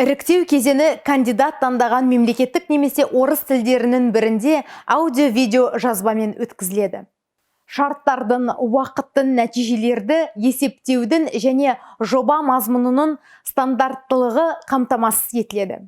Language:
Kazakh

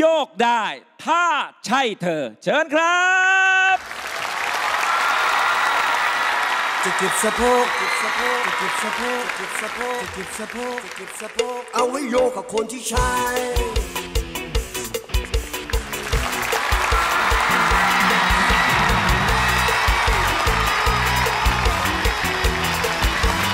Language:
Thai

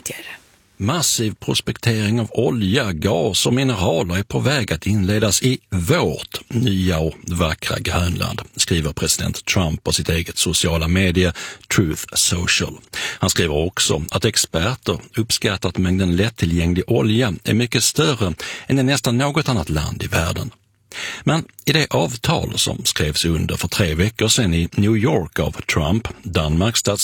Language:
Swedish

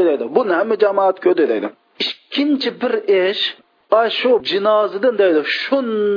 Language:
Uyghur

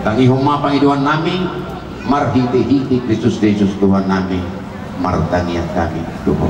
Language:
Batak Toba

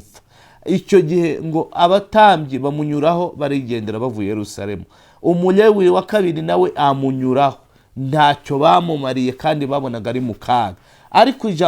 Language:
Kinyarwanda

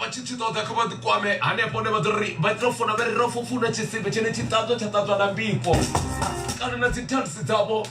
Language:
Venda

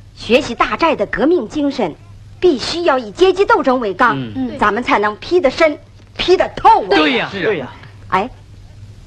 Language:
Chinese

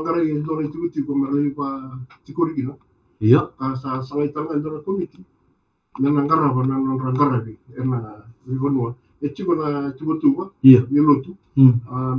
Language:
Fijian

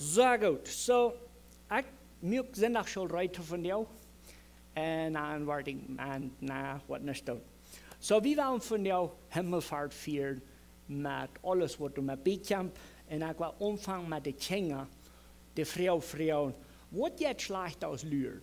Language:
Plautdietsch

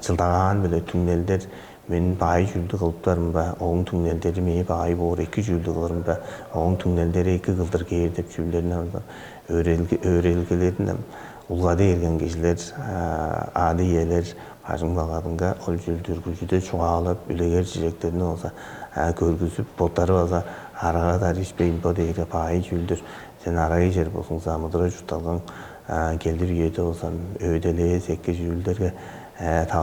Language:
Tuvinian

